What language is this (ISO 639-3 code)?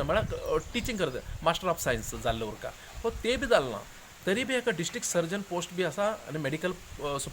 kok